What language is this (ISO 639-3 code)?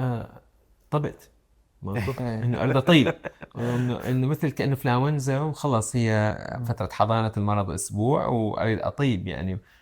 acm